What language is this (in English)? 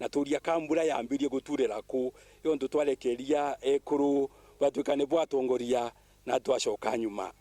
Meru